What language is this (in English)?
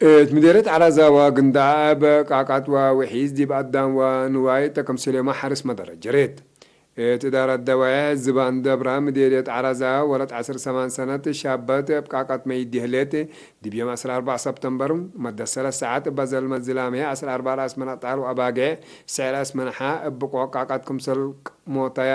Tigre